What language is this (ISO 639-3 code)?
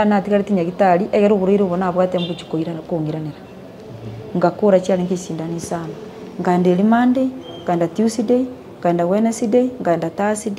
guz